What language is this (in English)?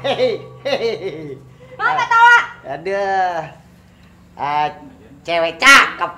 Betawi